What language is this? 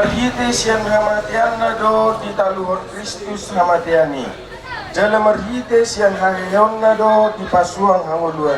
Batak Toba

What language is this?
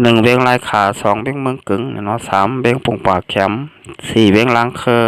Shan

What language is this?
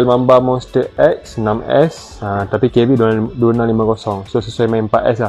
Malay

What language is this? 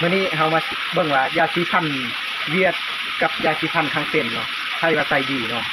Lao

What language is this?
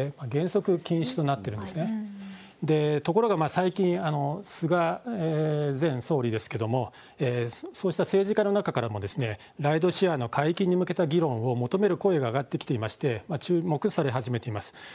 Japanese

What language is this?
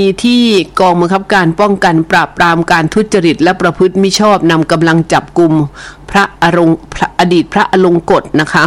Thai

